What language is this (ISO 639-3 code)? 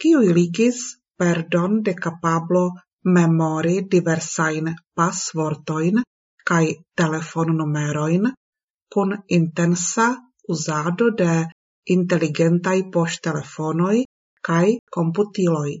epo